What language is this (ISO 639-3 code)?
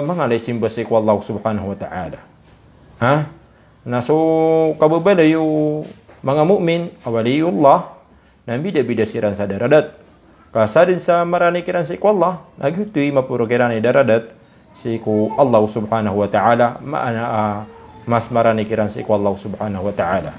mrw